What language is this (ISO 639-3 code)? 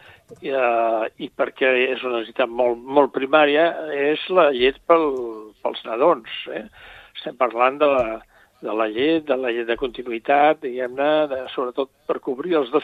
cat